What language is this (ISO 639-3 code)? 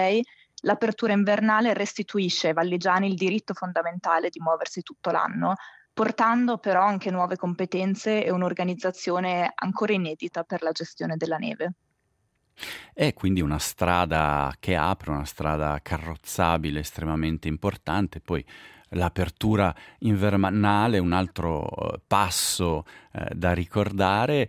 ita